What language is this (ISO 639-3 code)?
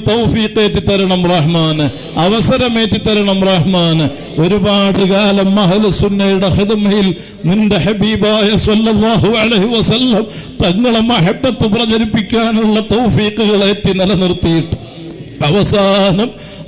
mal